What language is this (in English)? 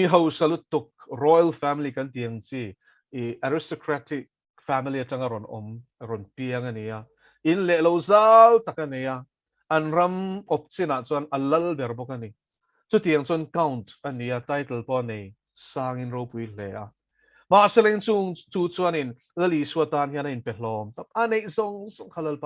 Mizo